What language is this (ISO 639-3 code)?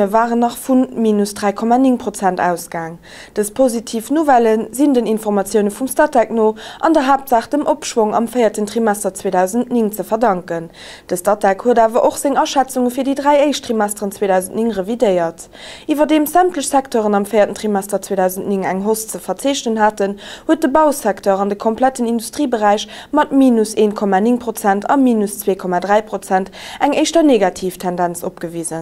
ltz